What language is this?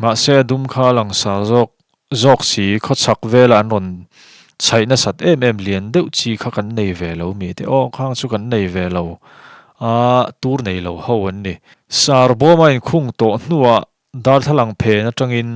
Mizo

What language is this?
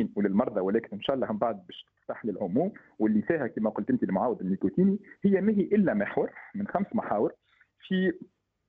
Tunisian Arabic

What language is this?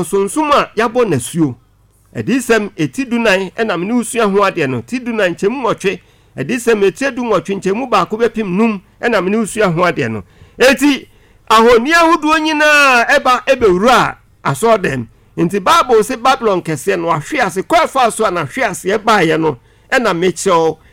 Akan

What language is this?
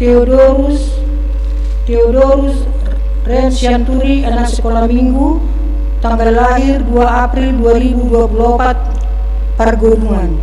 Batak Toba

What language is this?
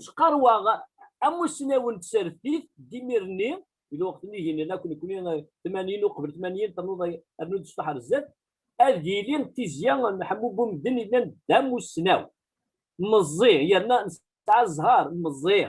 Kabyle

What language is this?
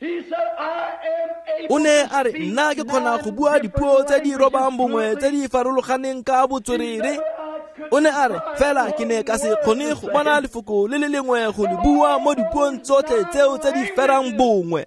Tswana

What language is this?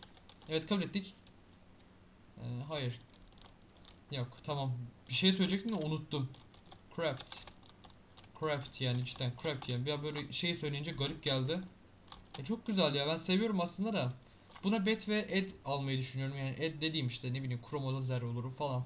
Turkish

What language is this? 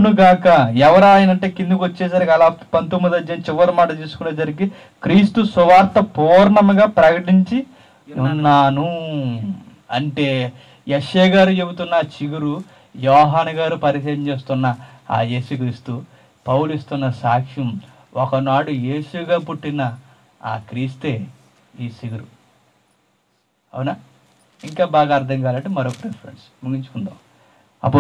Telugu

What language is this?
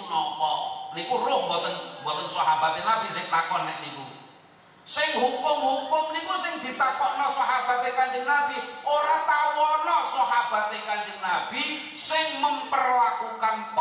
Javanese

